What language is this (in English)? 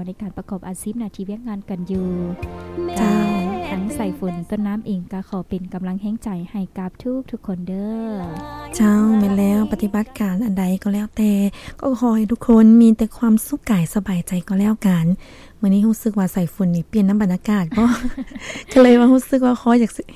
Lao